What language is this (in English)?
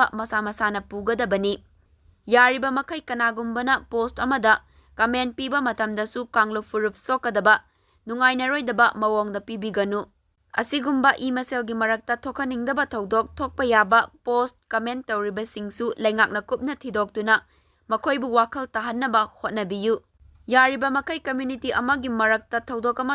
Manipuri